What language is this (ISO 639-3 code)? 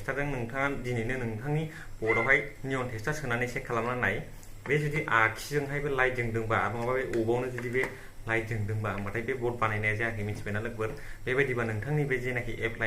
brx